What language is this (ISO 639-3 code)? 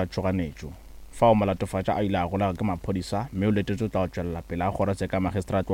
nso